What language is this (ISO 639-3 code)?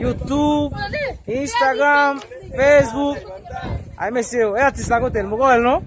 hat